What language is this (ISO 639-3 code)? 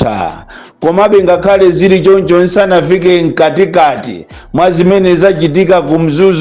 nya